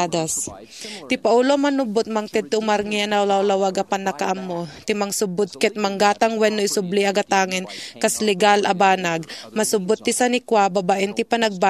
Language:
Iloko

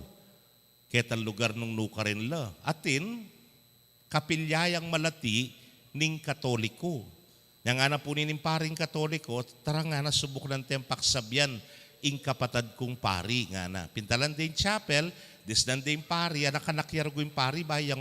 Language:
Pampanga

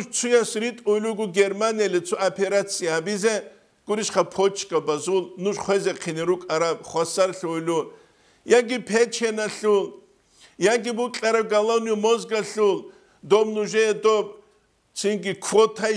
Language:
Avaric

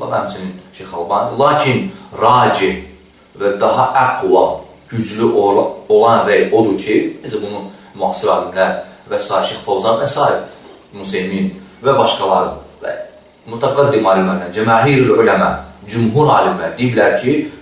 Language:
Azerbaijani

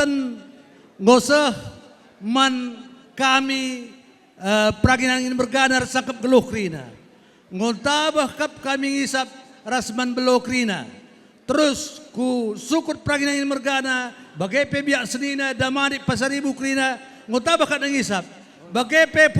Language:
Batak Karo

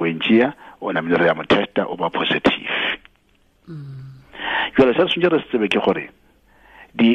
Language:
Tswana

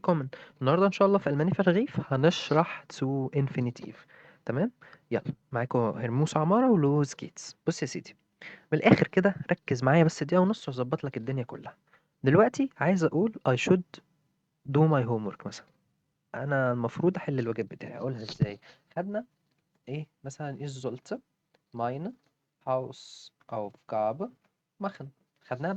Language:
Egyptian Arabic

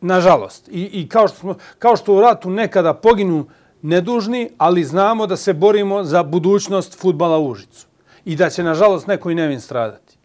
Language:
Serbian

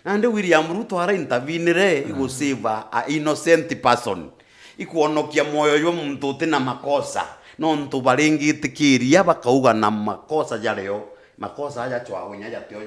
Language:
Meru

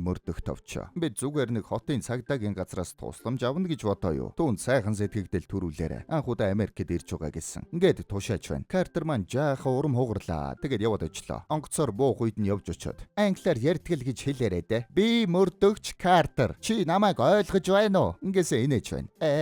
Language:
Mongolian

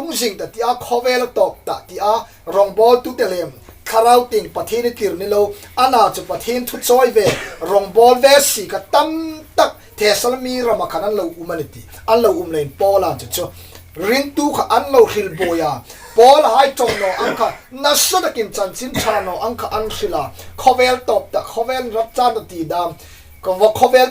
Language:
Hmar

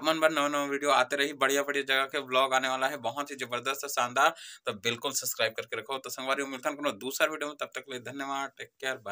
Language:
Chhattisgarhi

